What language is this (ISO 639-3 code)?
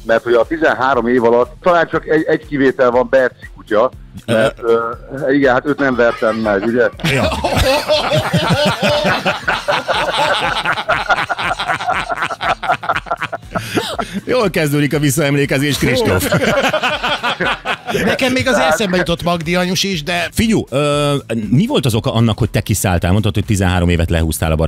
hun